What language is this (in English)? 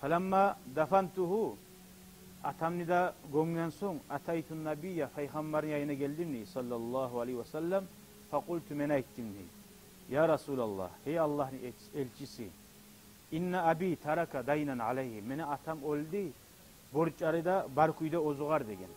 Kumyk